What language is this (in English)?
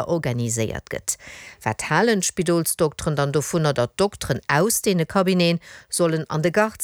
Luxembourgish